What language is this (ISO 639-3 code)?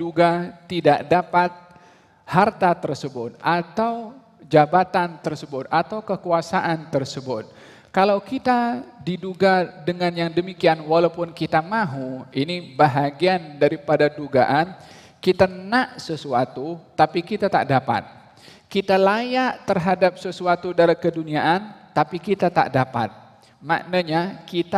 msa